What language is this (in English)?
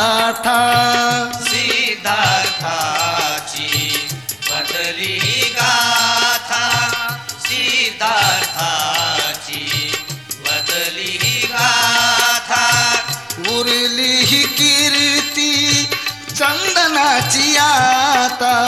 Marathi